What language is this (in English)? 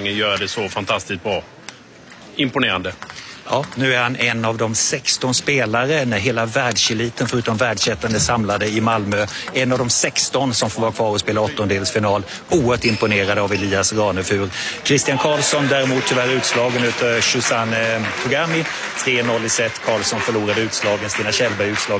Swedish